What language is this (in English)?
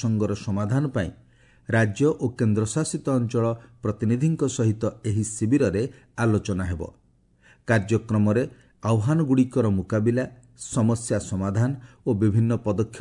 Odia